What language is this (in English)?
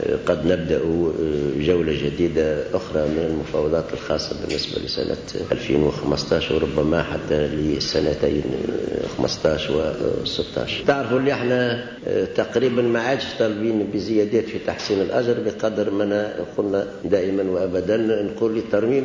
Tunisian Arabic